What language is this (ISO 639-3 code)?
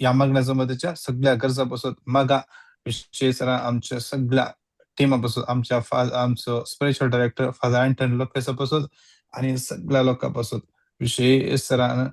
kok